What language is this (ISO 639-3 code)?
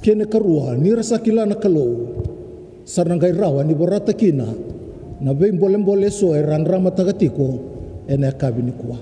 fij